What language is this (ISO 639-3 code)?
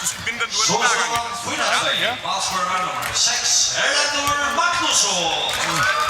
fao